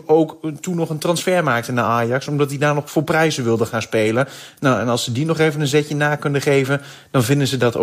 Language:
Dutch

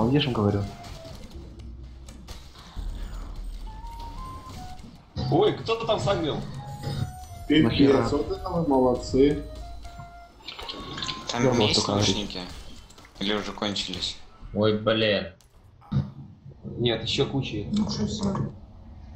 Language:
Russian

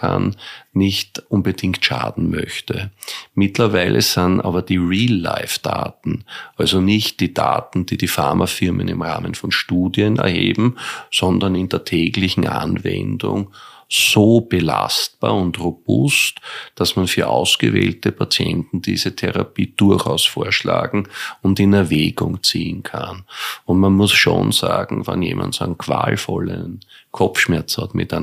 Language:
German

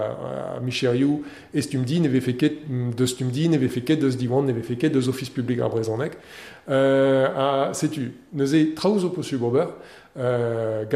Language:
Breton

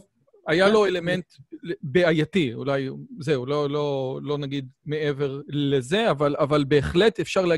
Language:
Hebrew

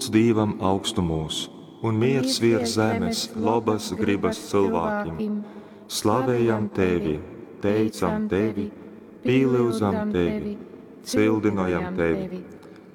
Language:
Latgalian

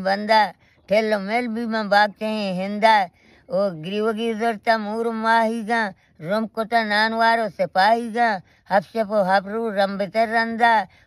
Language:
Baluchi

